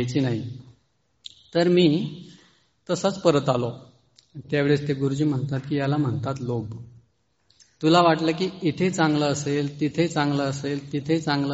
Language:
Marathi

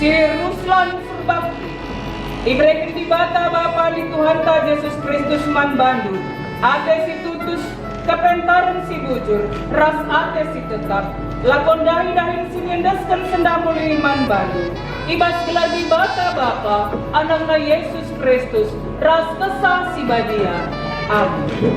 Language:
Batak Karo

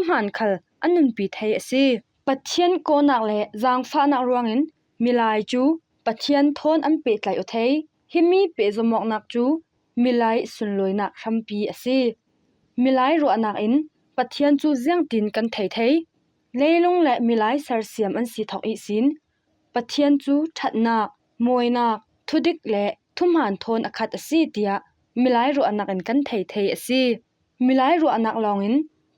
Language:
Falam Chin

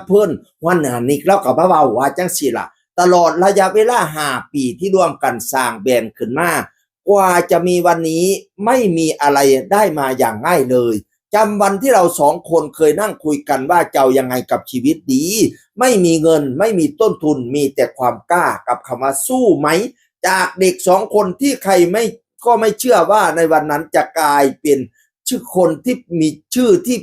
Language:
Northeastern Thai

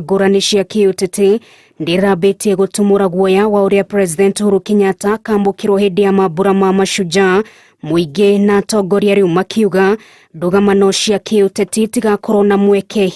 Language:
Kikuyu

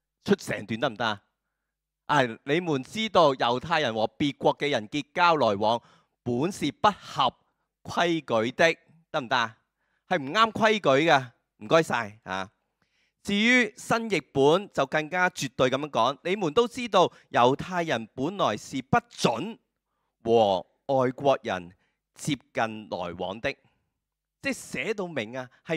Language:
Cantonese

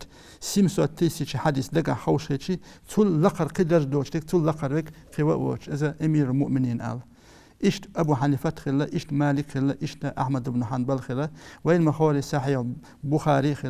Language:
Chechen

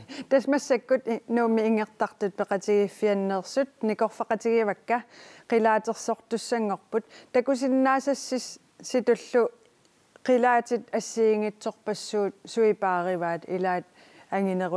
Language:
Kalaallisut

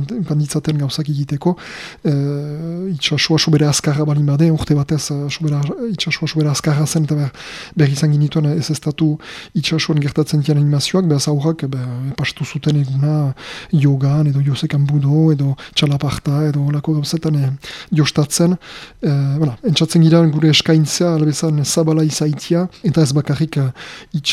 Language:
Basque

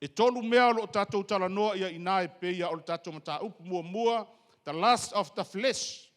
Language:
Samoan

